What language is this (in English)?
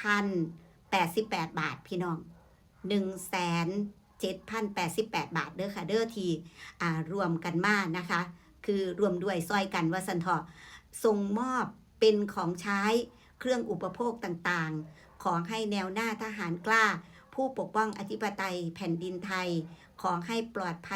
Northeastern Thai